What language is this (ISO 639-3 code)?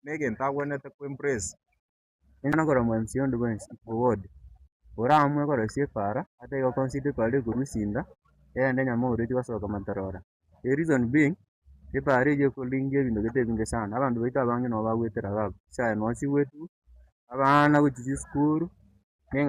guz